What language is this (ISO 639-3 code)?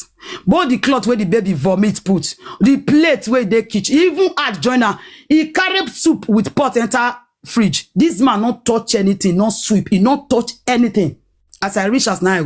pcm